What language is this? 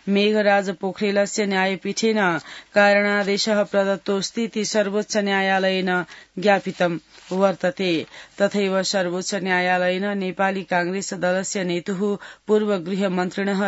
Sanskrit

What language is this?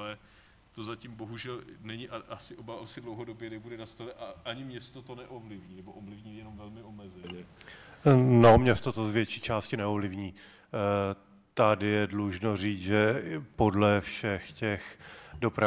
Czech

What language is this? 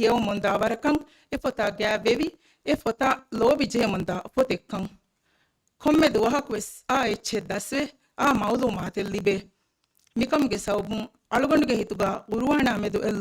Divehi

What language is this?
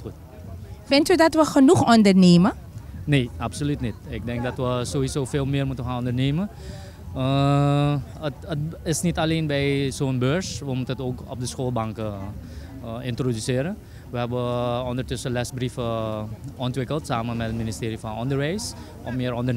Dutch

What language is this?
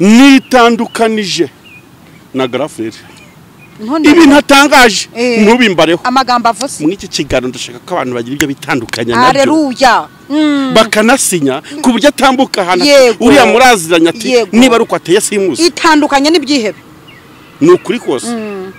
Kinyarwanda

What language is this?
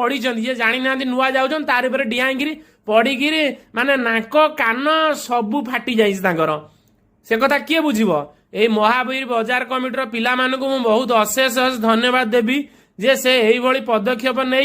Odia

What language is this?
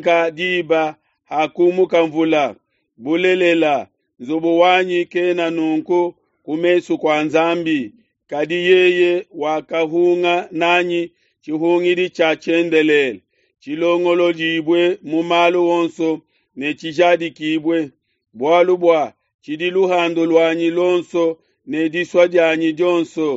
Luba-Lulua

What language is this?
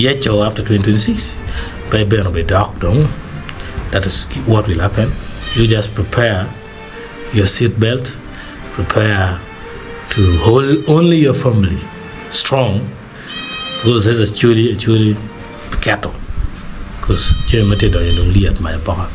Acoli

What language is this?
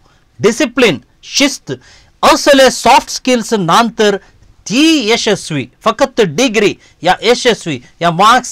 Konkani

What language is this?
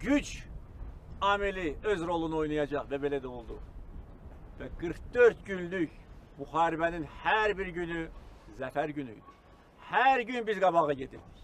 Azerbaijani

